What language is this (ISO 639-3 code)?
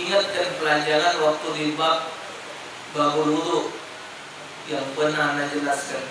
mui